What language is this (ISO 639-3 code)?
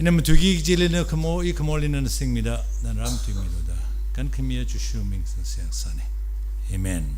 nmf